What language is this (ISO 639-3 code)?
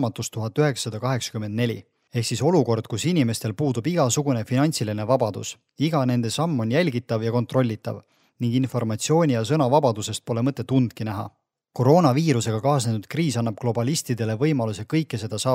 est